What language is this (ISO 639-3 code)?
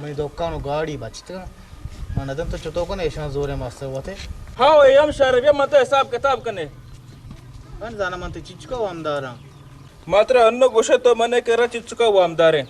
bgp